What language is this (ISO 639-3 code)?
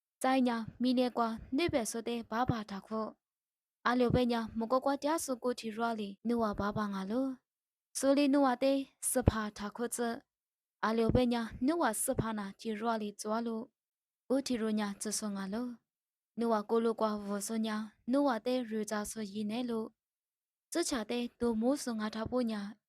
lis